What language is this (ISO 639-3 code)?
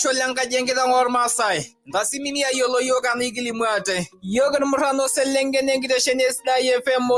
mas